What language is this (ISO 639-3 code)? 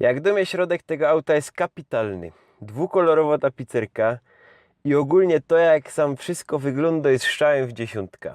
szl